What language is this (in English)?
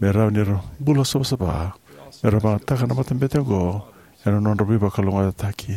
Fijian